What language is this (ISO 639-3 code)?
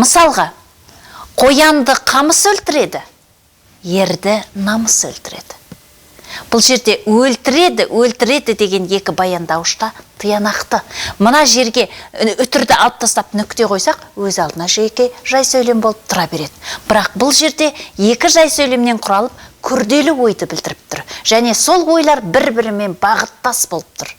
kaz